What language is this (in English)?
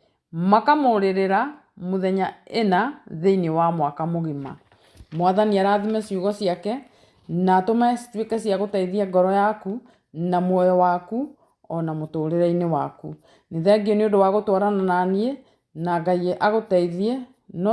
Kikuyu